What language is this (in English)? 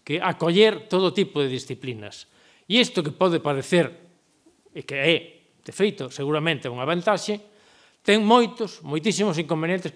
Galician